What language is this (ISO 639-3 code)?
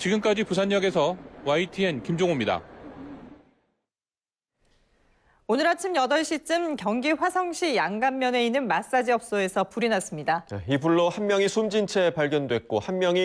kor